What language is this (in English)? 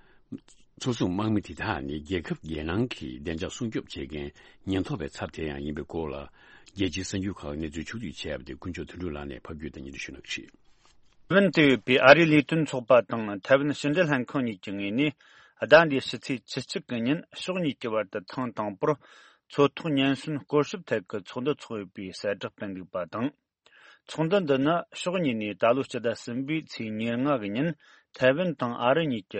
Tibetan